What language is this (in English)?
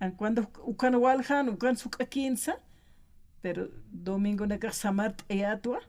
Aymara